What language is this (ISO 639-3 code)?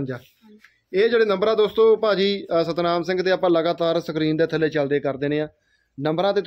pan